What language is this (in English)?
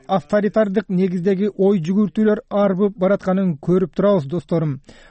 Kyrgyz